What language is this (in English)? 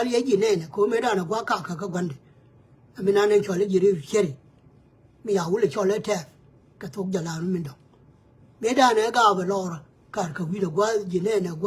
Nuer